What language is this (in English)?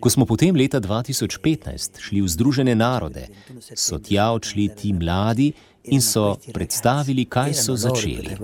Slovenian